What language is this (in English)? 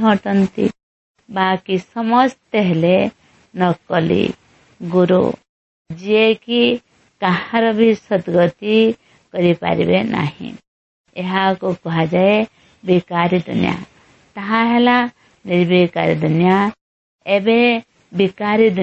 Odia